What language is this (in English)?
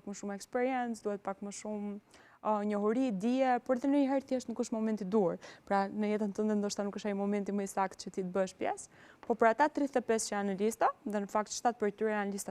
Albanian